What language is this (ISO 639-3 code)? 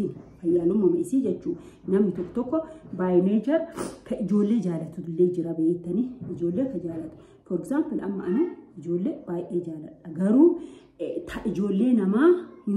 orm